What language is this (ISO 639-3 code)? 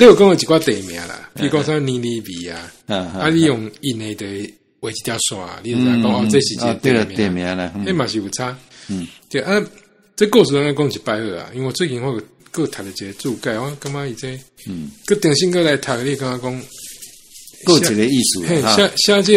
nan